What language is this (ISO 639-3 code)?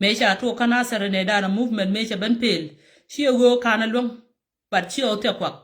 nus